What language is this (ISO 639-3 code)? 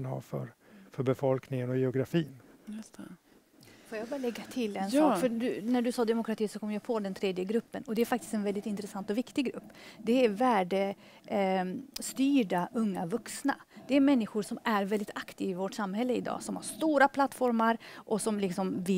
swe